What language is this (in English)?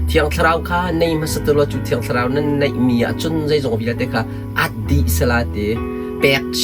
Hakha Chin